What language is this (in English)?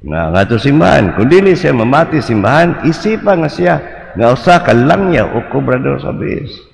Cebuano